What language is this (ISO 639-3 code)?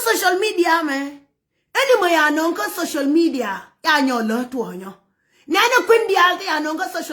nus